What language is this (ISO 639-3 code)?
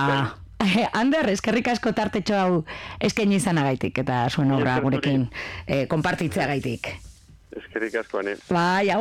eus